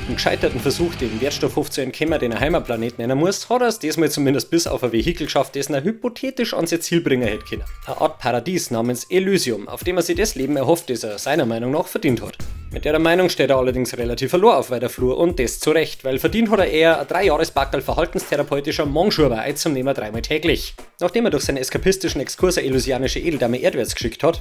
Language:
Bavarian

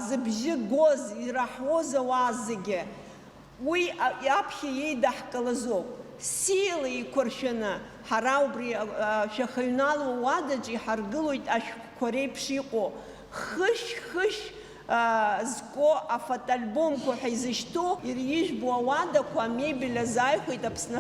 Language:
Abkhazian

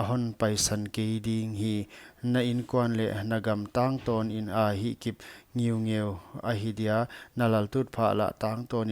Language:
Paite Chin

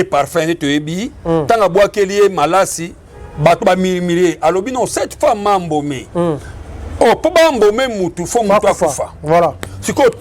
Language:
Lingala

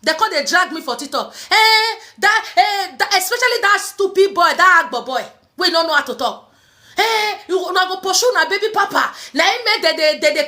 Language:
Nigerian Pidgin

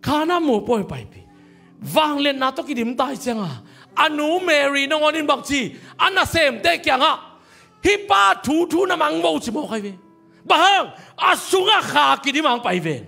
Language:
Tedim Chin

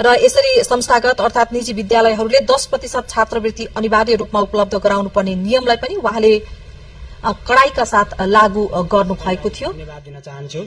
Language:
Nepali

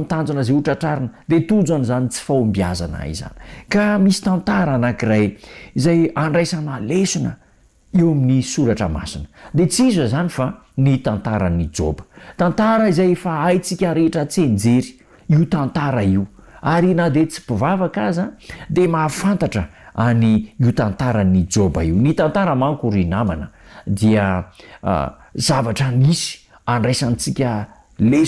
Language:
Malagasy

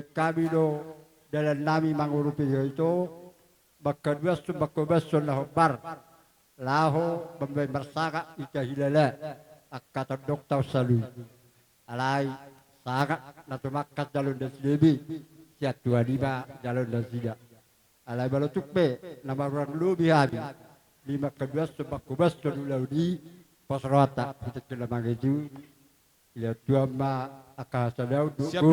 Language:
Batak Toba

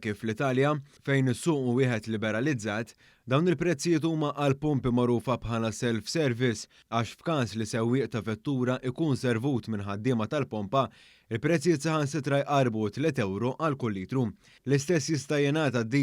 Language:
Maltese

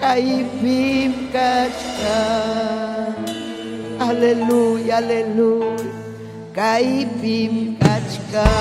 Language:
Ayacucho Quechua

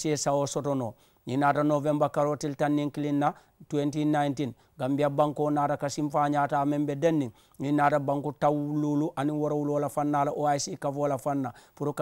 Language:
Mandingo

